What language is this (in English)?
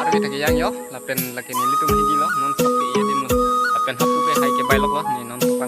Karbi